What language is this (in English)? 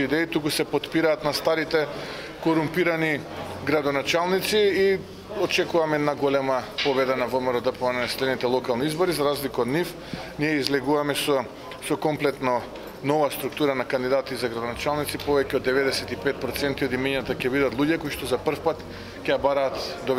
Macedonian